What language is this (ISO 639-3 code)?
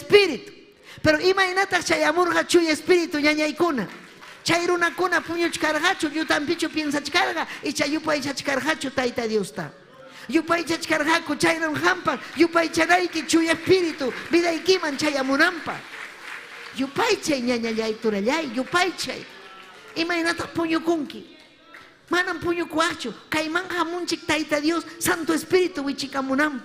quy